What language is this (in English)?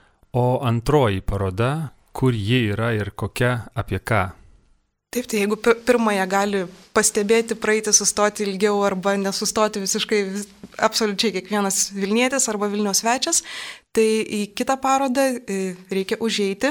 Lithuanian